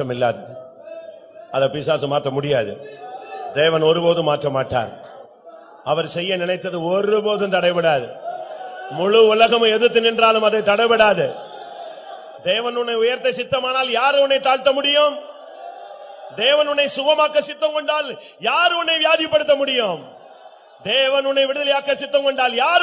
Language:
Tamil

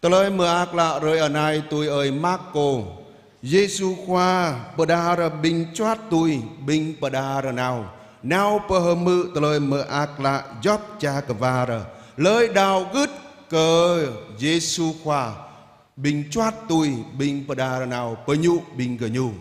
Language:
Jarai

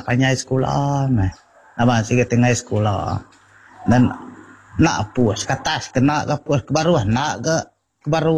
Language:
Iban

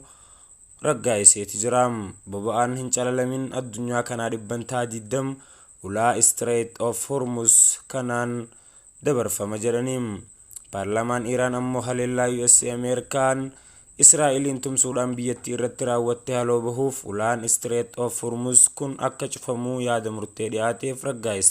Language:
Oromo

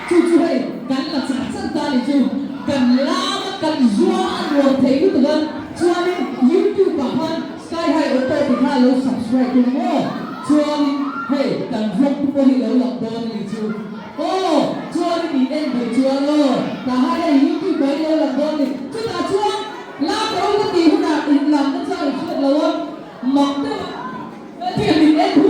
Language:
Mizo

